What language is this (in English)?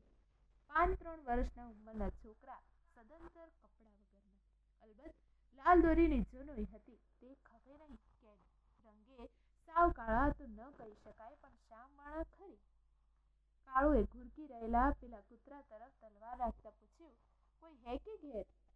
Gujarati